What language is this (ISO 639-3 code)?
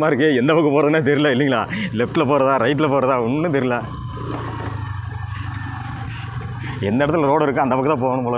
tam